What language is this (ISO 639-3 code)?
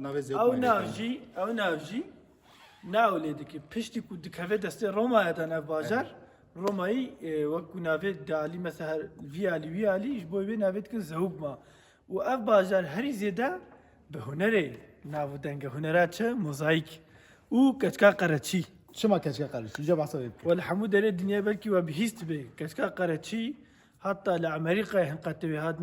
kur